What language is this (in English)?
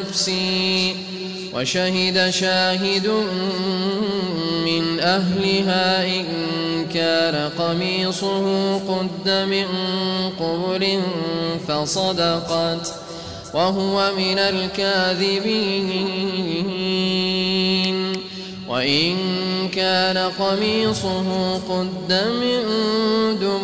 Arabic